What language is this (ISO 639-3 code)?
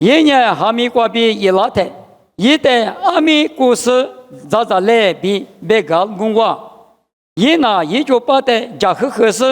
lis